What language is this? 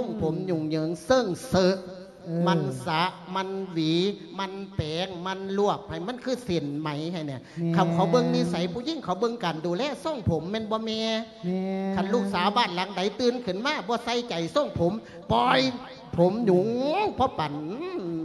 Lao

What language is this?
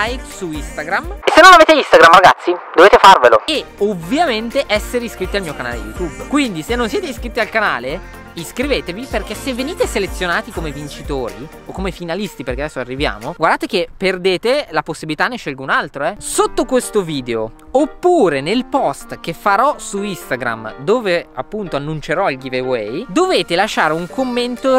Italian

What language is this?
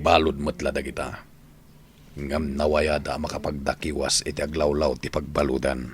Iloko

